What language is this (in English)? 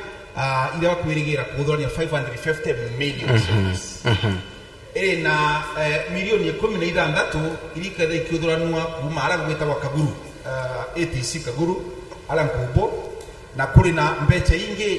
Meru